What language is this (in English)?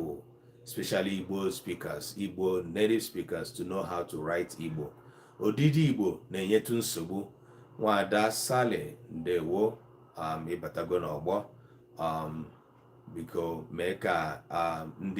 Igbo